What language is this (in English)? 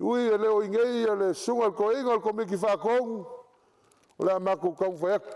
Samoan